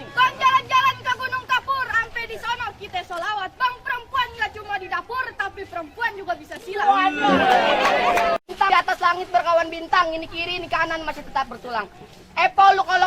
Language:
Betawi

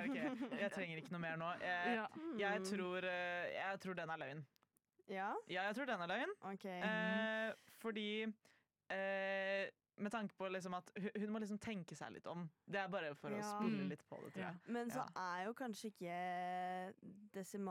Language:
Norwegian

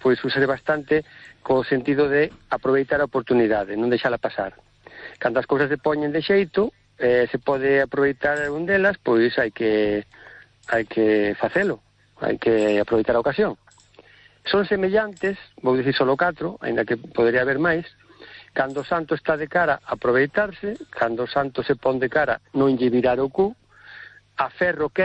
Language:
Galician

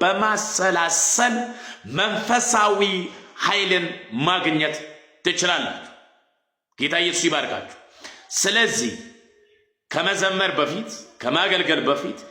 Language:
Amharic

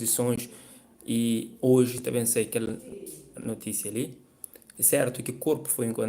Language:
Kabuverdianu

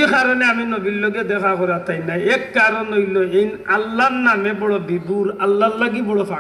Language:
Sylheti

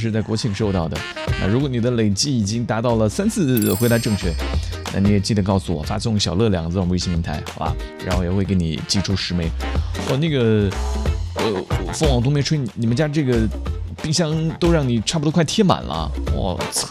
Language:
Chinese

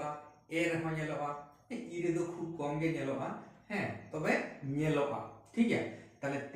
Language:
Santali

